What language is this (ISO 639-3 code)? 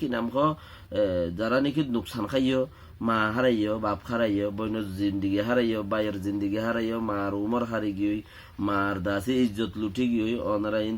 rhg